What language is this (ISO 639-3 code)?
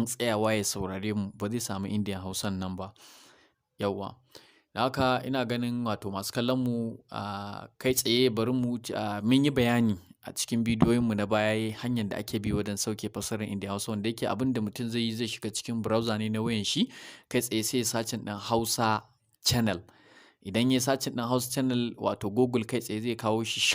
hau